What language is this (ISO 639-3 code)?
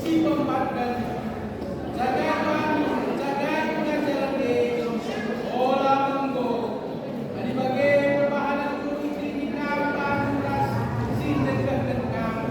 btx